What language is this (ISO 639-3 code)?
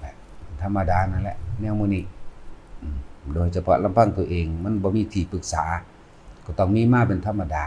lao